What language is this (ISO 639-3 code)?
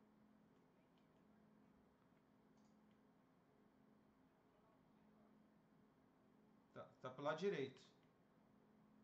por